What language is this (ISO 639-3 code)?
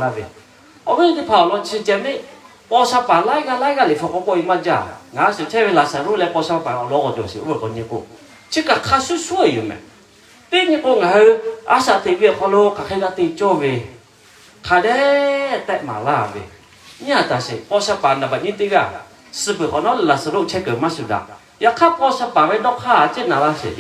lhu